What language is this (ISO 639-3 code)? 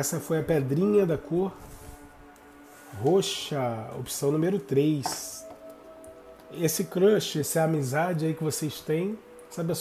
por